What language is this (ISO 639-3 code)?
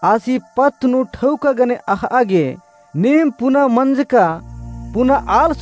kru